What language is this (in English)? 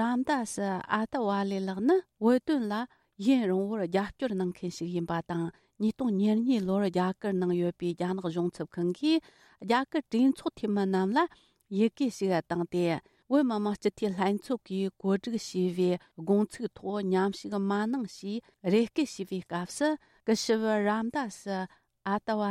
Tibetan